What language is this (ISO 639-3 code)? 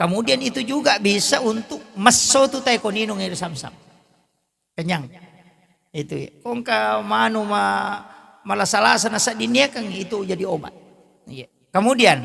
bug